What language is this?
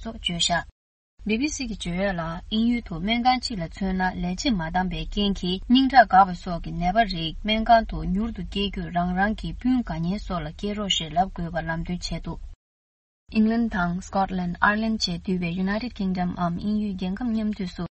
Tibetan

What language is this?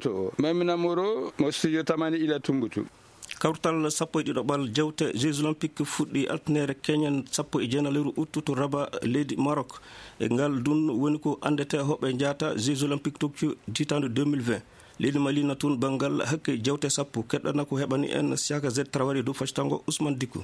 Fula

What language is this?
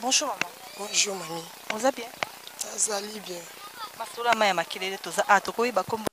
Lingala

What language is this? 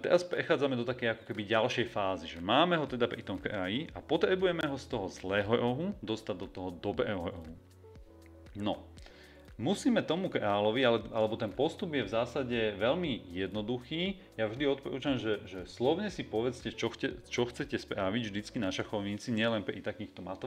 Slovak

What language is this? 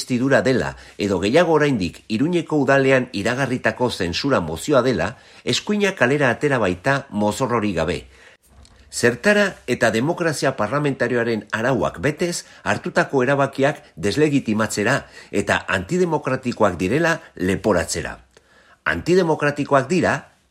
Basque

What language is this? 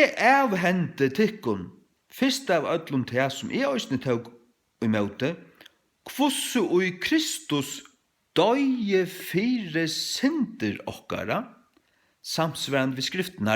Faroese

